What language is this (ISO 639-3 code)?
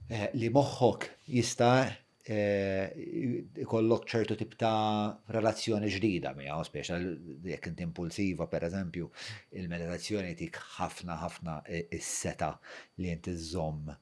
mlt